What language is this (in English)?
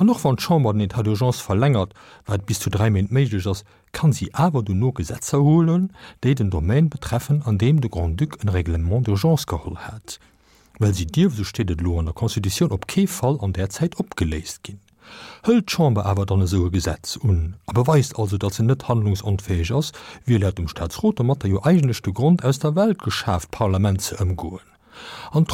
Luxembourgish